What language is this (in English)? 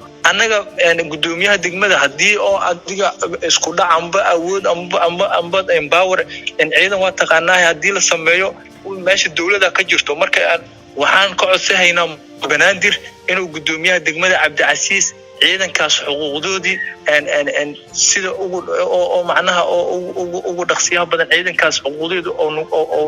Somali